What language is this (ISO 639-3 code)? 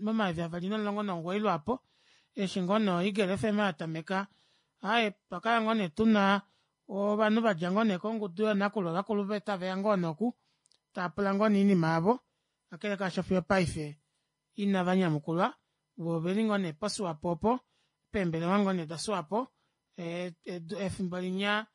kua